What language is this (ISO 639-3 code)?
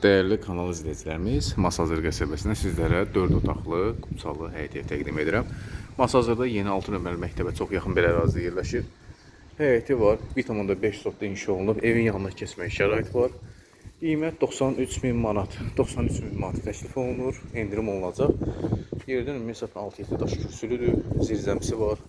aze